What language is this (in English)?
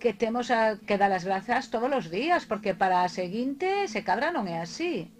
Galician